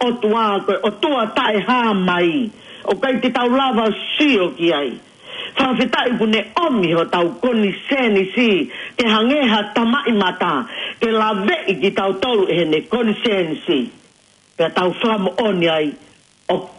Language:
Tongan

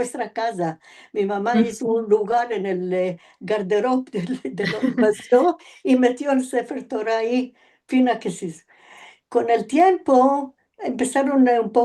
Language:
Ladino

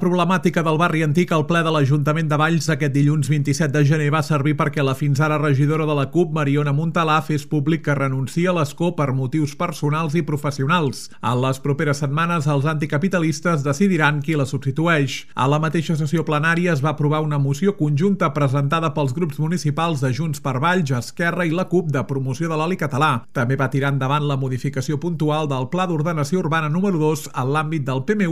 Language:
Catalan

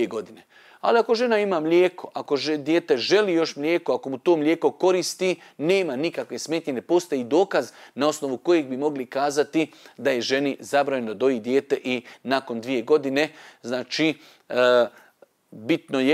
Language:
Bosnian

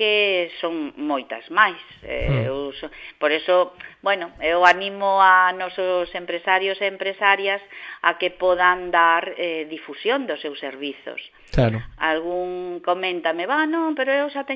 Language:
Galician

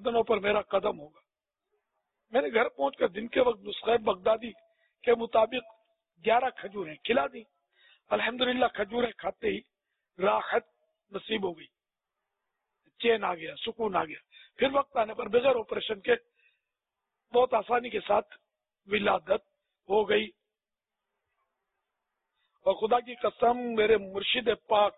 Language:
Urdu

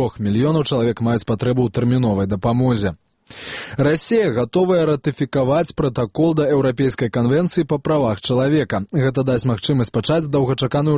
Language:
Belarusian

